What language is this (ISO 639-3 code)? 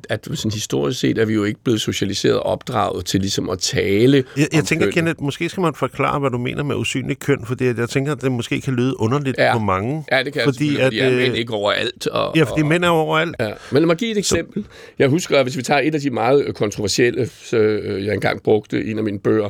dan